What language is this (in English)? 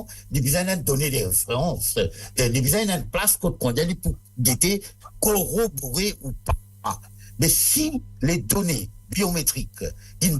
Morisyen